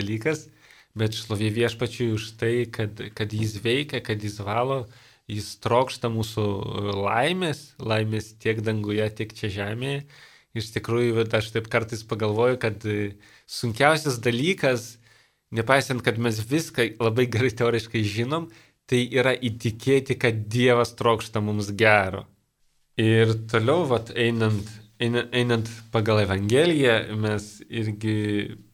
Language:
Lithuanian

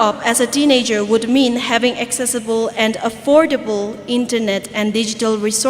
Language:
Tangkhul Naga (India)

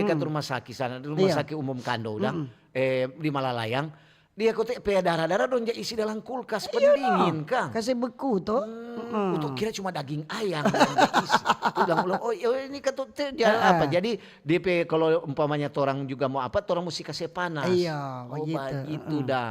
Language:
Manado Malay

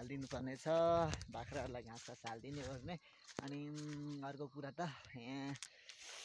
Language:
Nepali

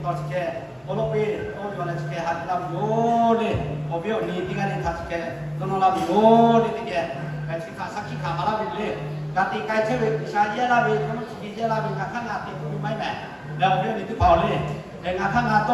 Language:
Lahu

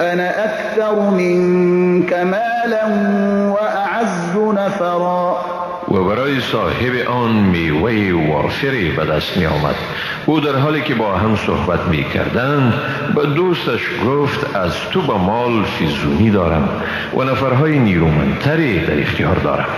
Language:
Persian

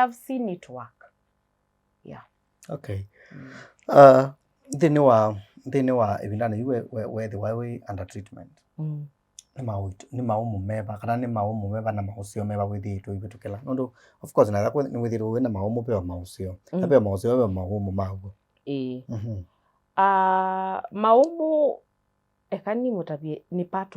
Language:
Kamba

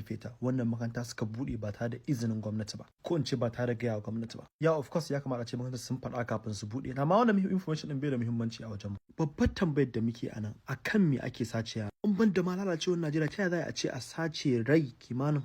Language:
Hausa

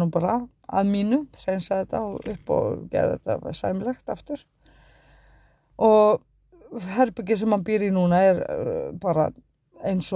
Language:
Icelandic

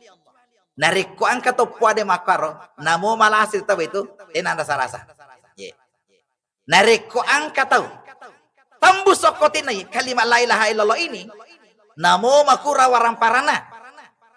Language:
Buginese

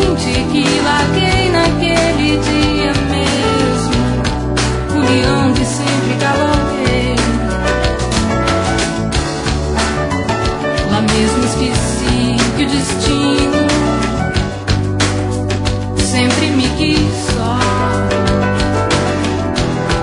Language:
Portuguese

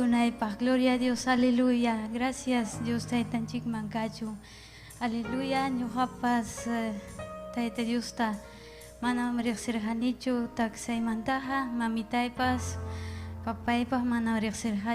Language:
Ayacucho Quechua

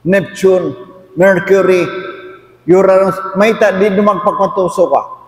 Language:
Tausug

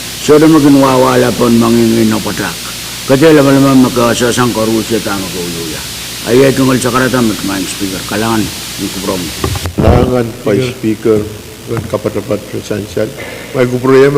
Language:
Pohnpeian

